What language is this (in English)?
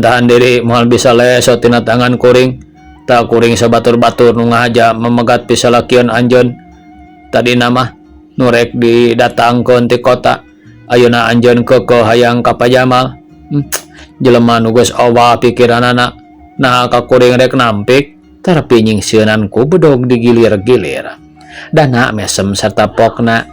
Sundanese